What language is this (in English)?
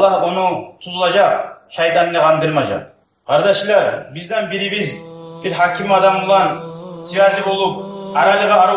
Kumyk